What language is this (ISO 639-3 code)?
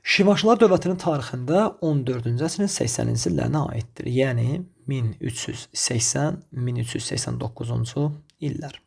aze